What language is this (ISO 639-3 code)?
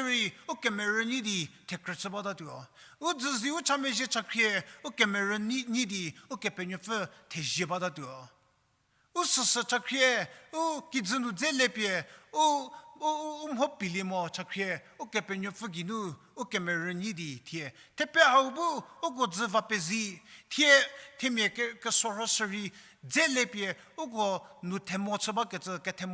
njm